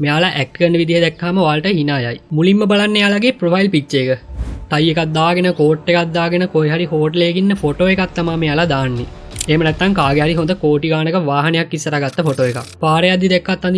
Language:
Sinhala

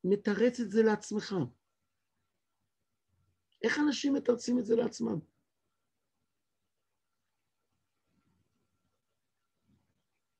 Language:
Hebrew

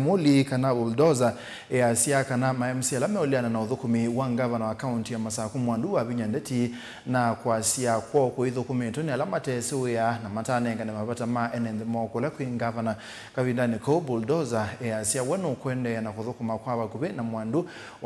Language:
Kamba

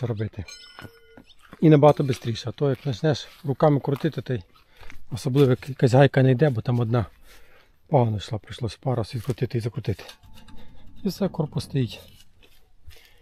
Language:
Ukrainian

